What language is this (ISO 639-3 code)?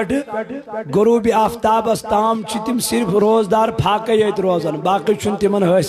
kas